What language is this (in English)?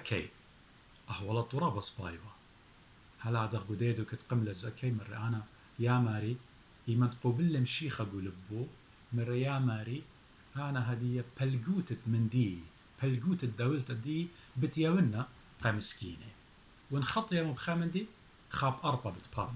Assyrian Neo-Aramaic